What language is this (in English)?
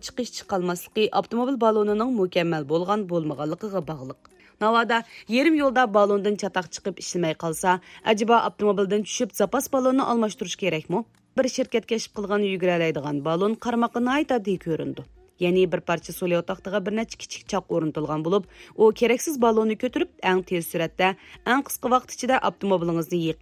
Uyghur